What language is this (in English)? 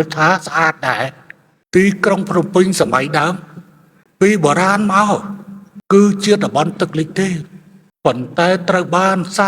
Khmer